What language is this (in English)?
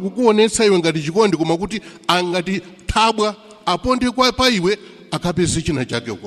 Nyanja